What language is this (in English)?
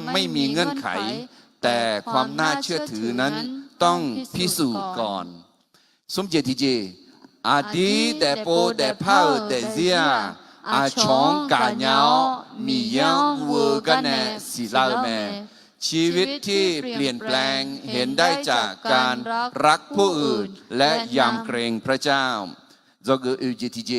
Akha